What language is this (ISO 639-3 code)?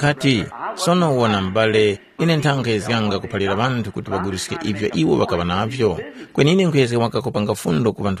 tum